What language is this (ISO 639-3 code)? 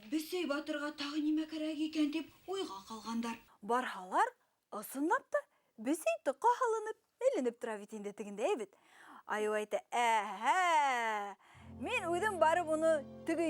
bak